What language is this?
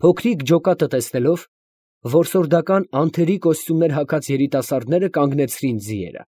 Armenian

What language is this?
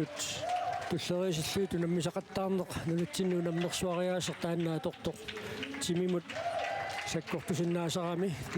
Kalaallisut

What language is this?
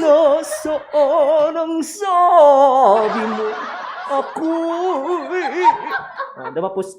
Hiligaynon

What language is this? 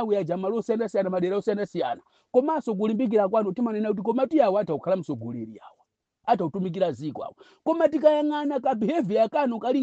Nyanja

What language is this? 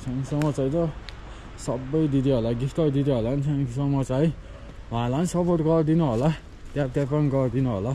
Nepali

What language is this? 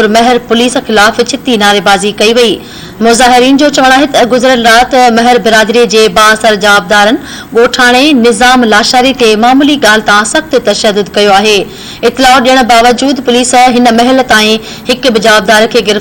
Sindhi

